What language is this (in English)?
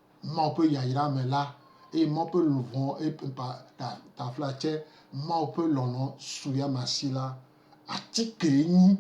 Gen